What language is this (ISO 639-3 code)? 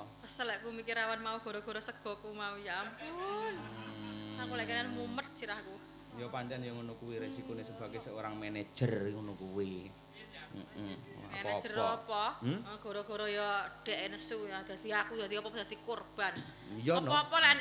jav